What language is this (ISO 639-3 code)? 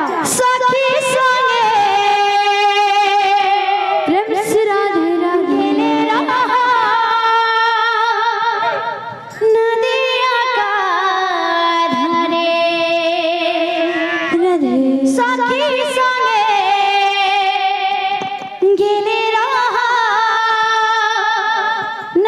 bho